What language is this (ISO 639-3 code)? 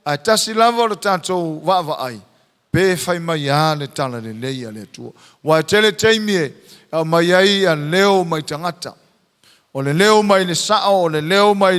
smo